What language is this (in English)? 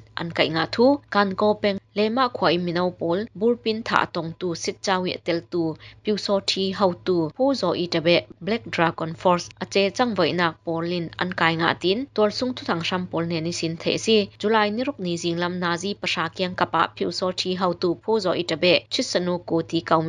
Falam Chin